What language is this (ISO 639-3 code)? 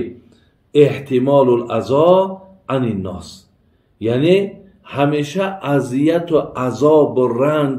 tgk